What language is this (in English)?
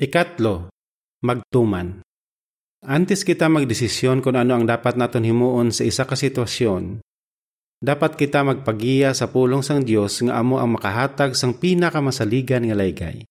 Hiligaynon